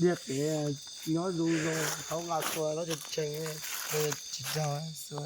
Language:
Hmong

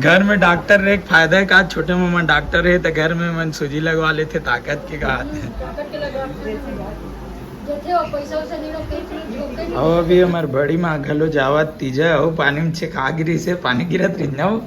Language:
Chhattisgarhi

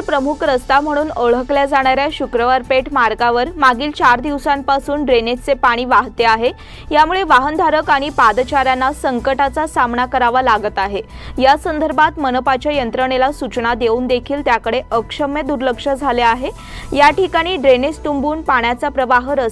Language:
Marathi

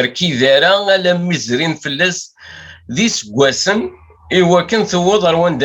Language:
Kabyle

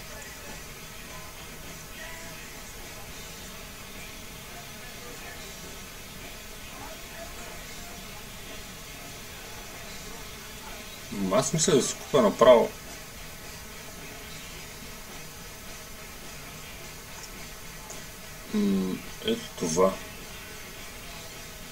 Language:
Bulgarian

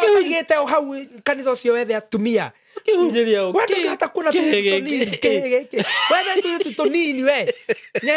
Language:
Kikuyu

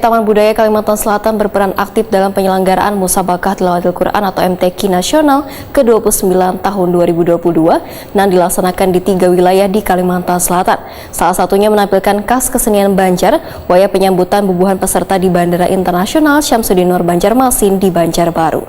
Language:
Banjar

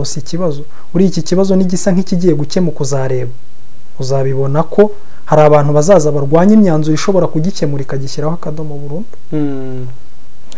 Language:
Kinyarwanda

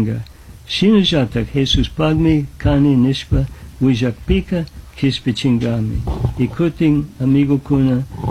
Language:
Chimborazo Highland Quichua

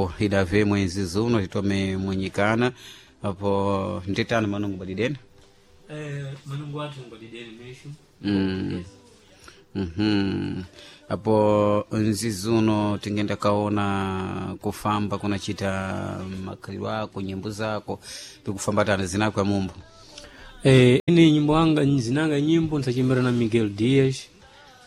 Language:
Sena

